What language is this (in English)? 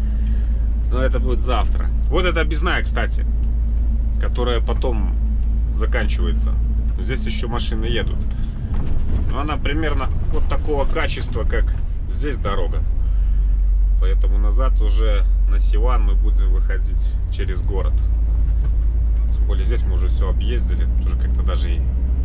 Russian